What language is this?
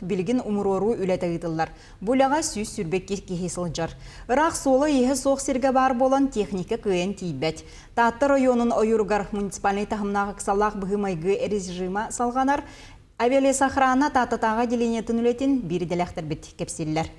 Yakut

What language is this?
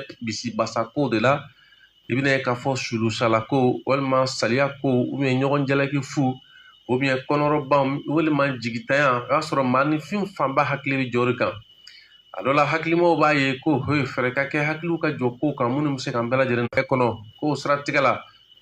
Bambara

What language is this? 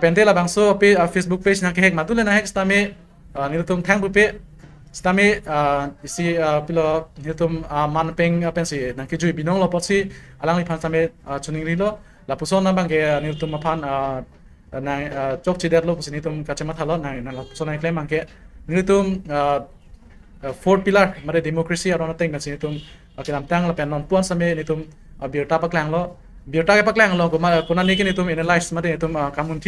Karbi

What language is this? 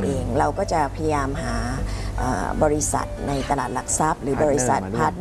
Thai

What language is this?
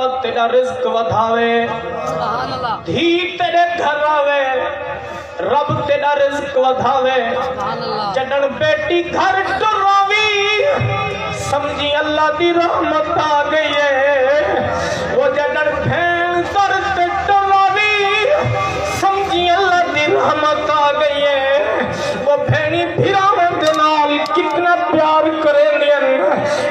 Saraiki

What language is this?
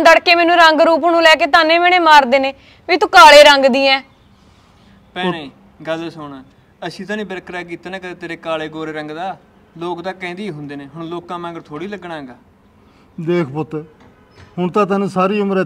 Punjabi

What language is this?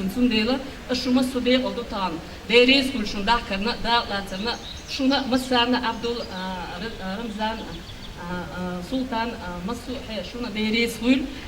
Chechen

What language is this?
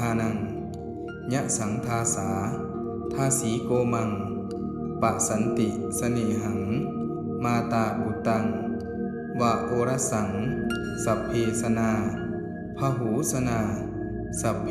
Pali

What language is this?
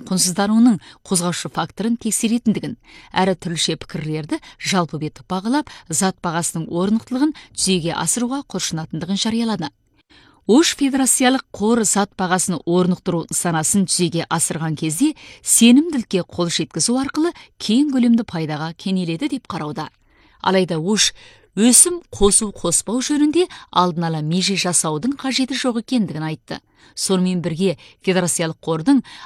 Kazakh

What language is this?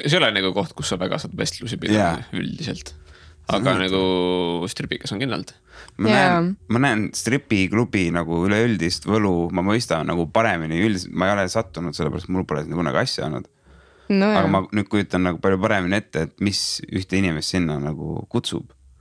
Estonian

